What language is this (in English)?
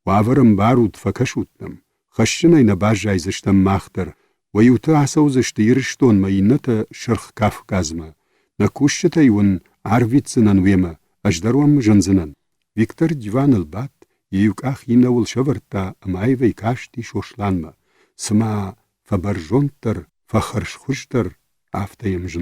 Ossetic